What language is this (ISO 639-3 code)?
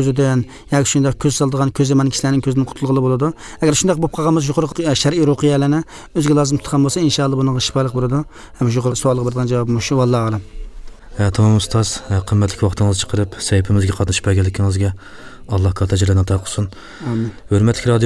uig